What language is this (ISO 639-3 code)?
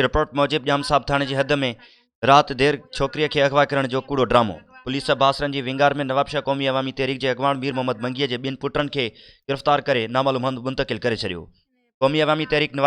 snd